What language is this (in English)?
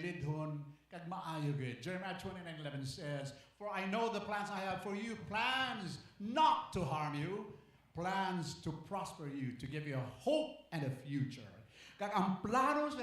Hiligaynon